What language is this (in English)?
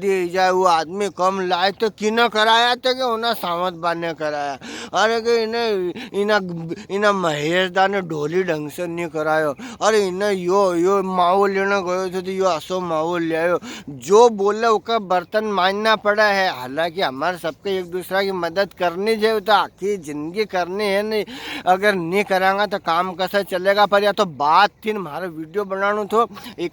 Rajasthani